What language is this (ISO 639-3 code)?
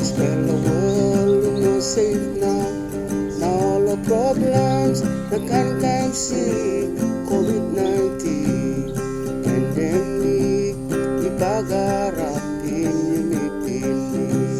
tpi